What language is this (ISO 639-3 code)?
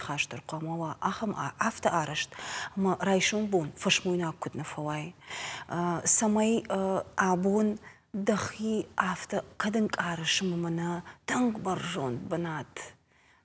oss